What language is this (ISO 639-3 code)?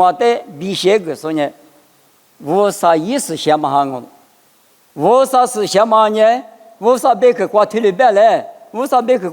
lis